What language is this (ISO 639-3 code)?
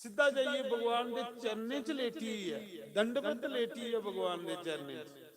doi